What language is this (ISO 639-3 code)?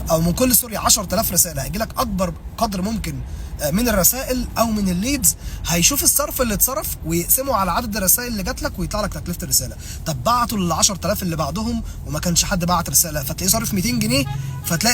arz